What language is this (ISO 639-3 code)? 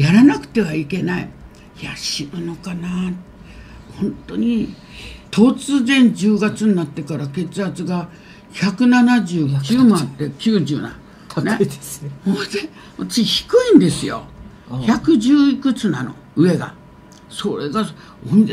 jpn